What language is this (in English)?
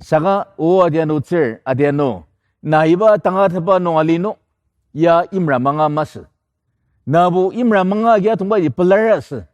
Ao Naga